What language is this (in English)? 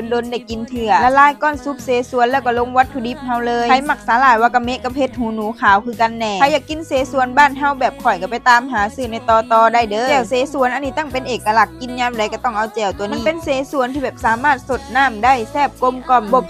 Lao